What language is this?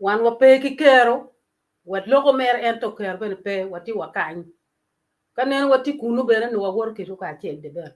Acoli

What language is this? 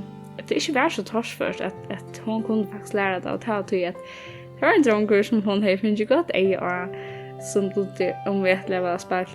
Faroese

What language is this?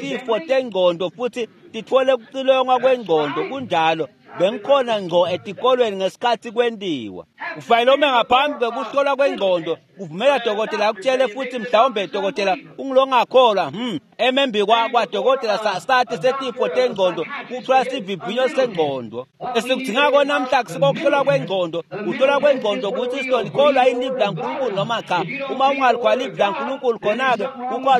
Swati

